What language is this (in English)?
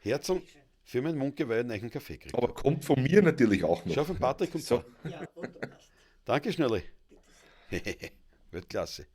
Bavarian